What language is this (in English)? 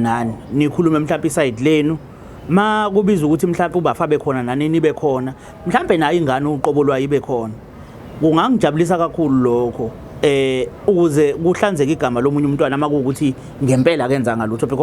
Zulu